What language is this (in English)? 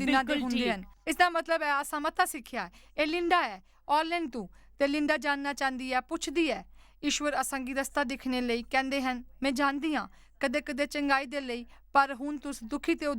Dogri